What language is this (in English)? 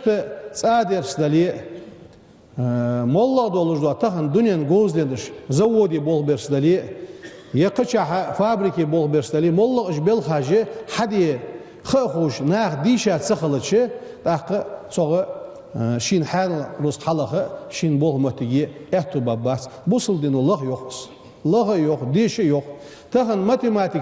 Ingush